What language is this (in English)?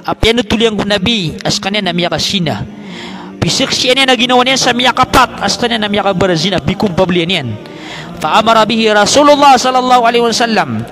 Maranao